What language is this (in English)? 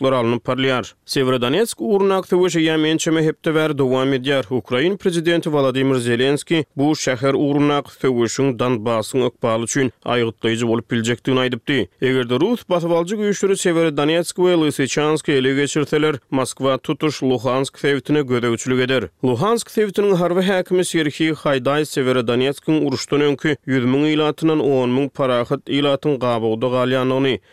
Turkmen